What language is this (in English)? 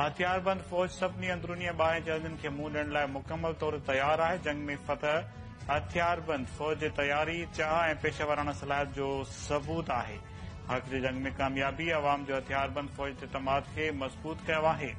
Sindhi